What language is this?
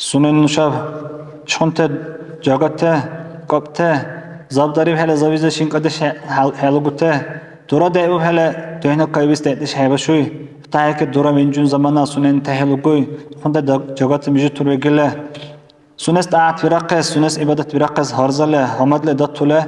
Dargwa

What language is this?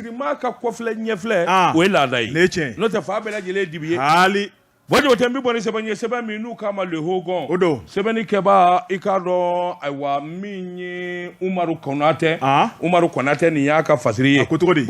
Bambara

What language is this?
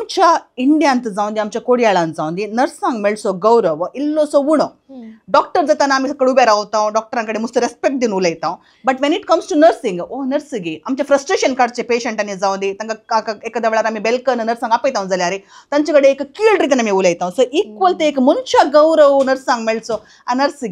Konkani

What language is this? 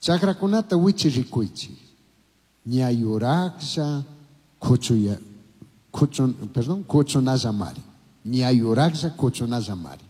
Chimborazo Highland Quichua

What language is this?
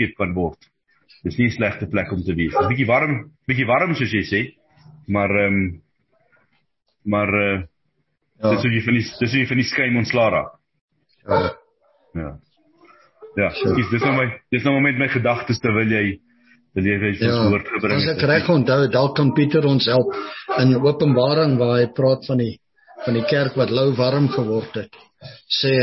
Afrikaans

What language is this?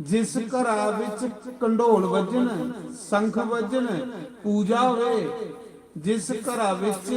Dogri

